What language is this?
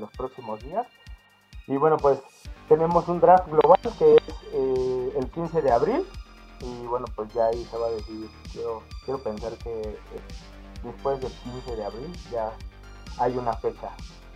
Spanish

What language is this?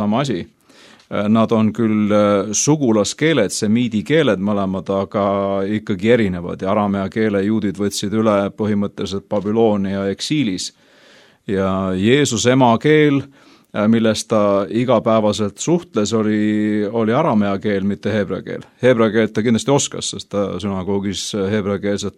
Estonian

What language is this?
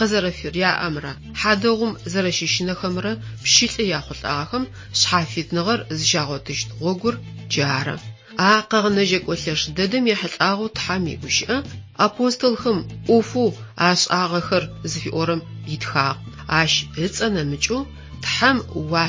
Adyghe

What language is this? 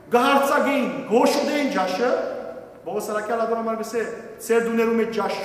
Western Armenian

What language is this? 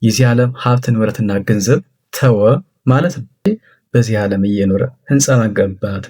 Amharic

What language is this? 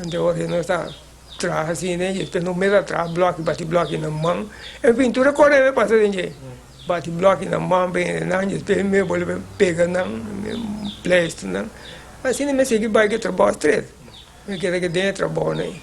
Papiamento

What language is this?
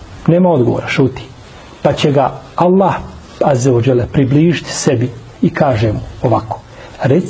Bosnian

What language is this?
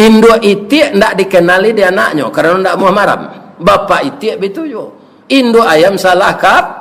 Minangkabau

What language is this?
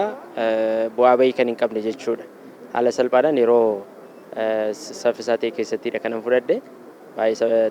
Oromo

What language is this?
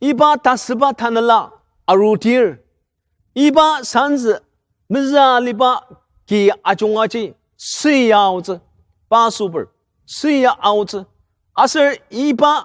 Ao Naga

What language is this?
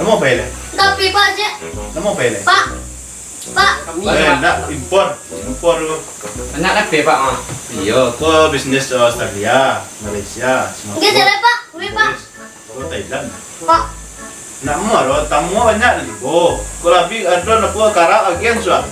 Minangkabau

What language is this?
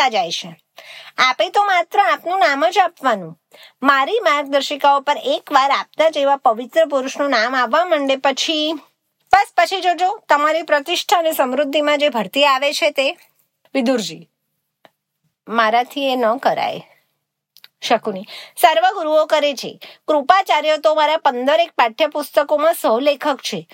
Gujarati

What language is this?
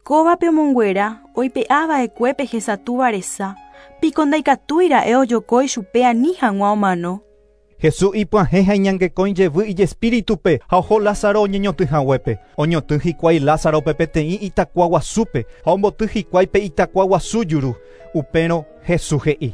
Guarani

